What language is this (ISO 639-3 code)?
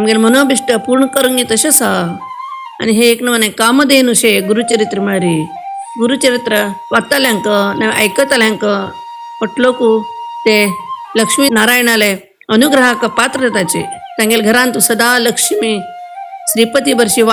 kok